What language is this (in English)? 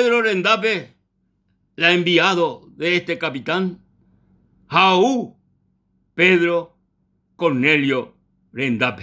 Guarani